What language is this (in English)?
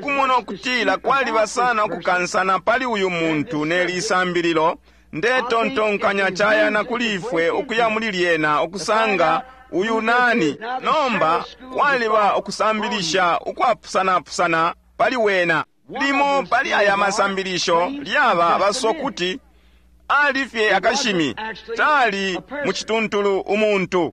Bemba